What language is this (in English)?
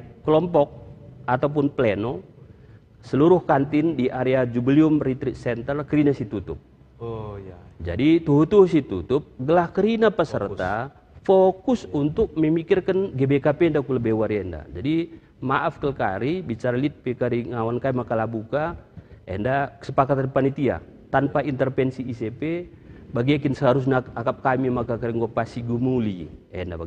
Batak Karo